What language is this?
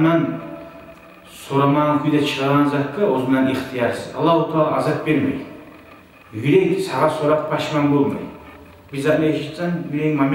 Kumyk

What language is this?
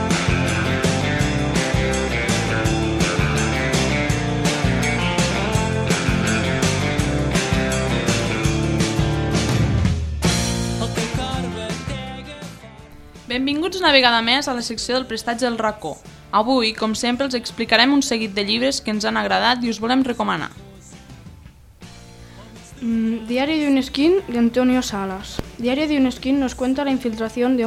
Catalan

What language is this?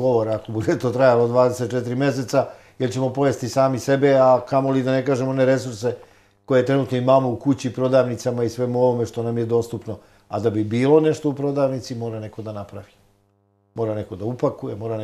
Serbian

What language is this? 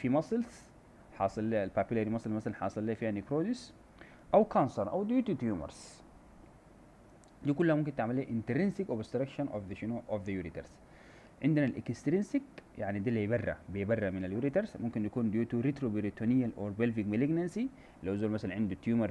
Sudanese Arabic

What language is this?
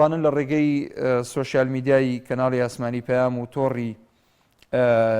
Central Kurdish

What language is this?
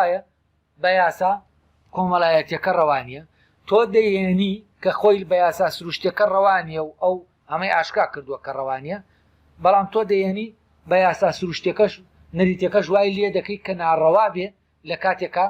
Central Kurdish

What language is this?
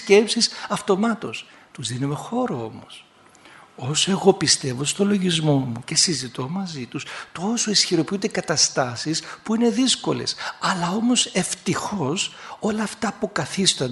Greek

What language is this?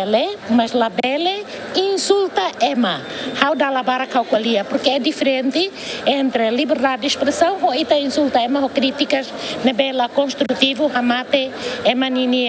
Tetum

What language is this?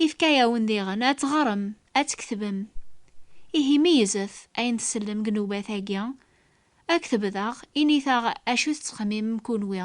Kabyle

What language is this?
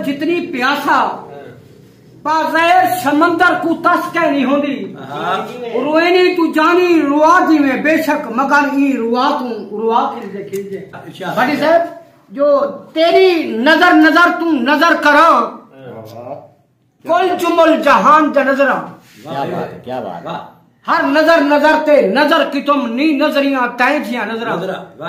Saraiki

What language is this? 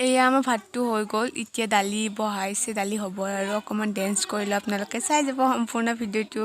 Assamese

